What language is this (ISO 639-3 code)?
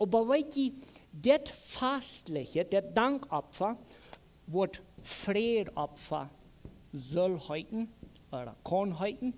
pdt